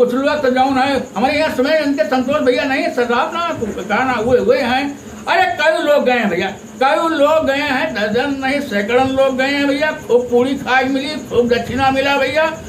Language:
Awadhi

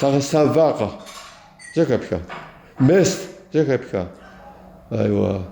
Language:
Kabardian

